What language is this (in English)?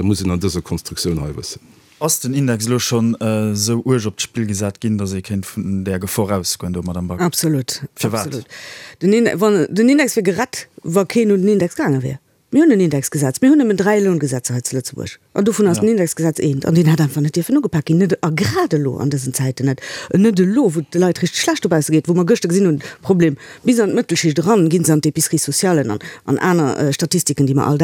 Luxembourgish